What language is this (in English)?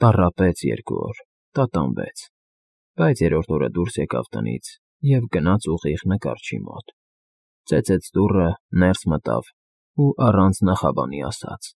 Armenian